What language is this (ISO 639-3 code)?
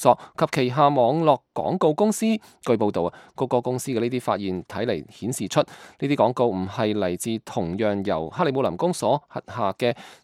yue